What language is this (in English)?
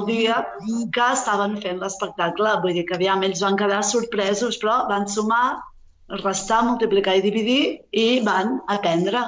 Catalan